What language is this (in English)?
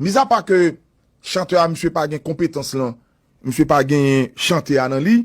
Haitian Creole